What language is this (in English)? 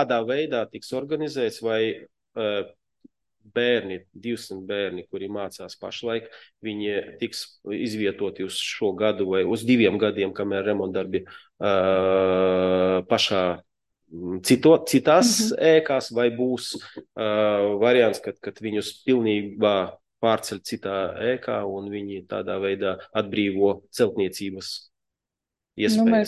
Latvian